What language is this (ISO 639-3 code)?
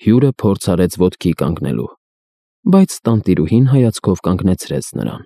hye